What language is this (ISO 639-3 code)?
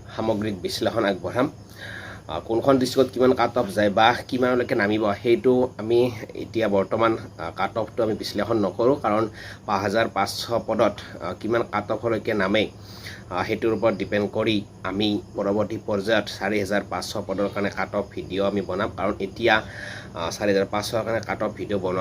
asm